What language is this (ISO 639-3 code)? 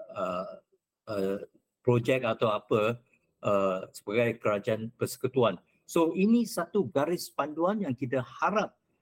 msa